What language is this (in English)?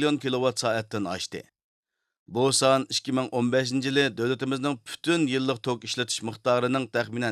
Uyghur